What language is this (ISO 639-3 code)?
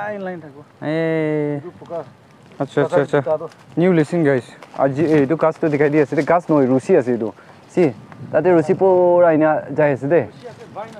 nag